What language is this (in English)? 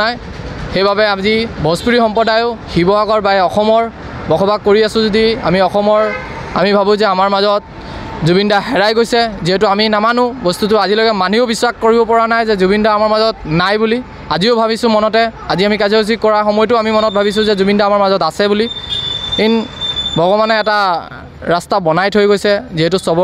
Assamese